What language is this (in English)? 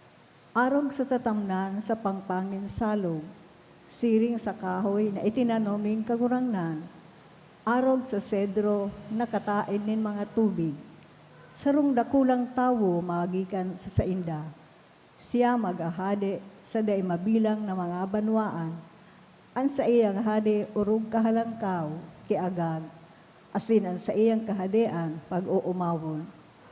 Bikol